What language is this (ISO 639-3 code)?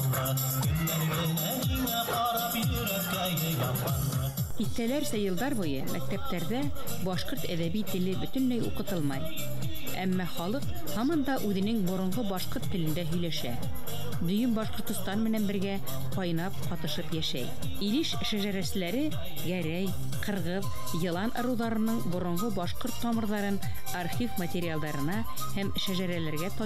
bak